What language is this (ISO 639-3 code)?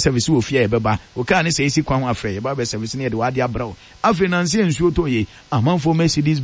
aka